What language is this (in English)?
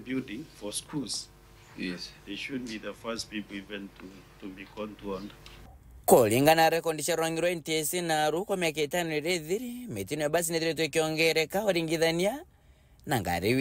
Meru